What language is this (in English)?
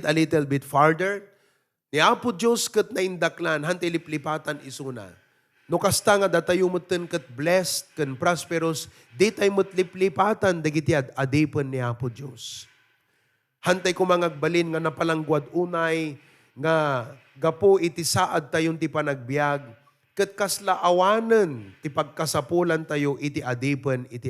Iloko